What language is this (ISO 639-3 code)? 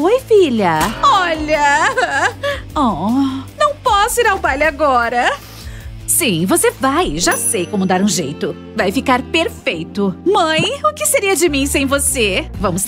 por